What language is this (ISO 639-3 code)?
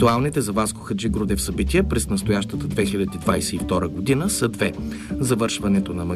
bul